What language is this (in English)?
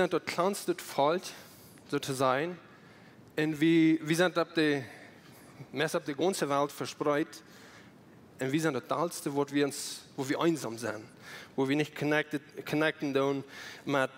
Plautdietsch